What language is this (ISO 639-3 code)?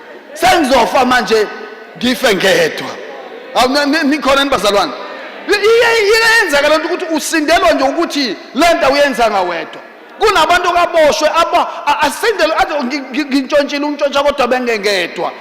zul